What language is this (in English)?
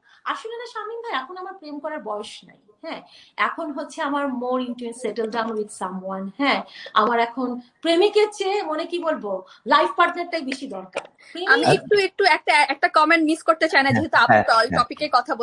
Bangla